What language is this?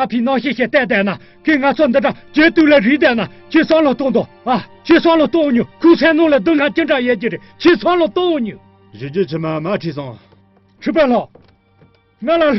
Tibetan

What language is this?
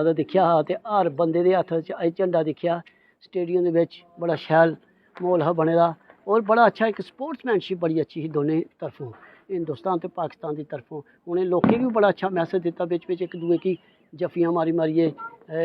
Dogri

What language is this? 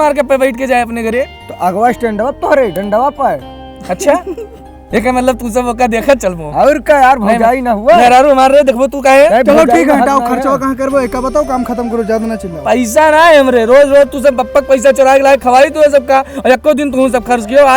Awadhi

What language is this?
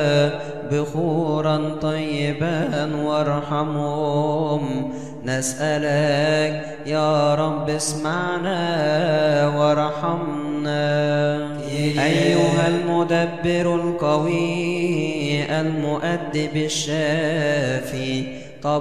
Arabic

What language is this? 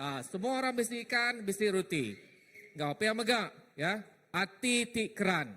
Iban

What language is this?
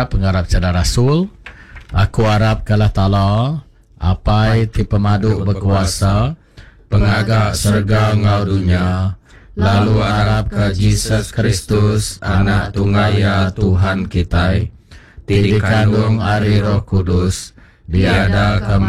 Iban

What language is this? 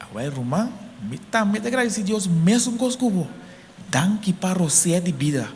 Papiamento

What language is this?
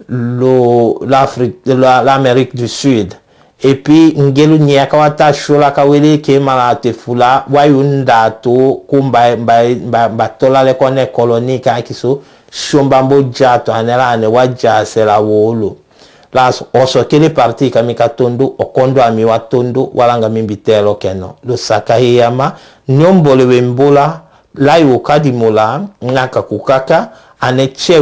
Tetela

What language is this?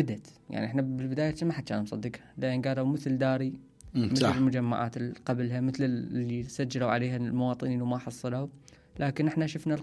Mesopotamian Arabic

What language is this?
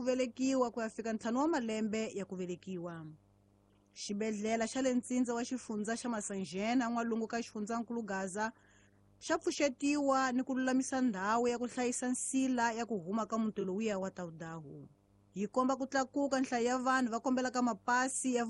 Tsonga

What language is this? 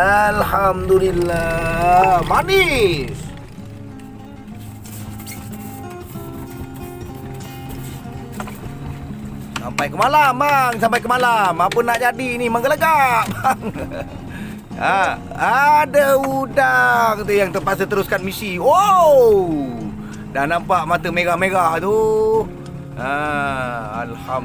Malay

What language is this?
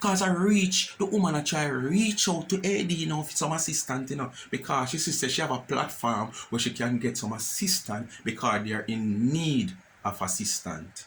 Jamaican Creole English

